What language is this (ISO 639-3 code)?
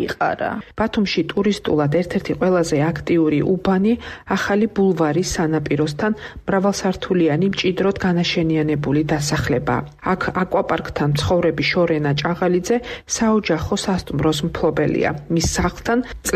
kat